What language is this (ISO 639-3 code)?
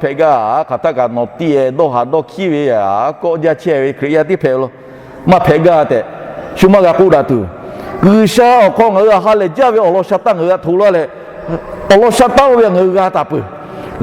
lhu